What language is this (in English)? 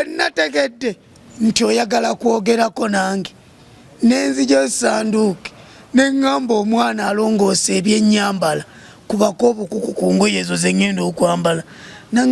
Ganda